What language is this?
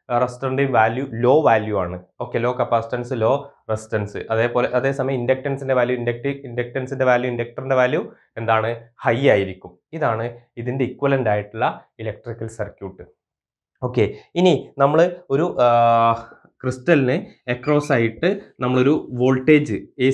Malayalam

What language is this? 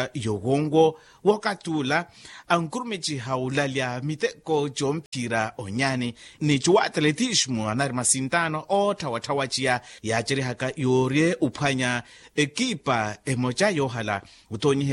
Makhuwa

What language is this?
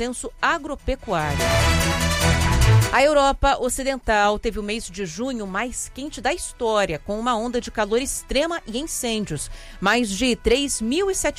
Portuguese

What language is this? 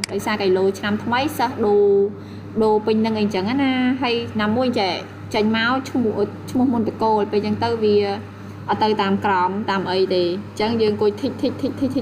Khmer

